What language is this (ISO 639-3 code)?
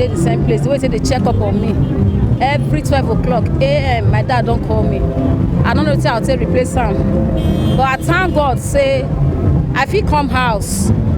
pcm